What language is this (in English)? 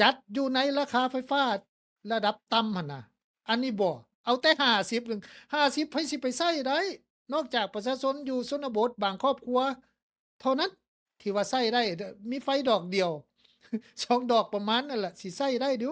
Lao